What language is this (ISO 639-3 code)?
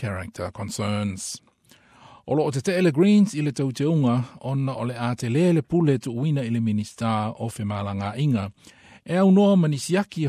smo